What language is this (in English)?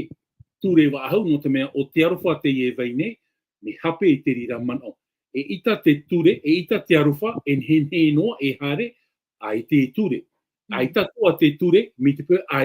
Tahitian